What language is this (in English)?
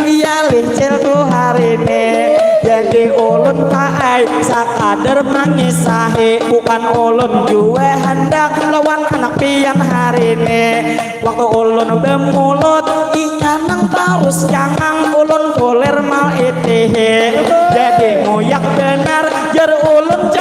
Banjar